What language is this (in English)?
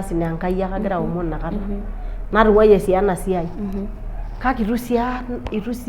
Masai